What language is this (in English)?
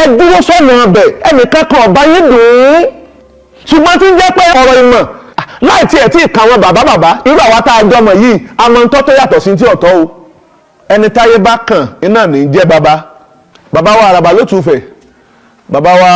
Yoruba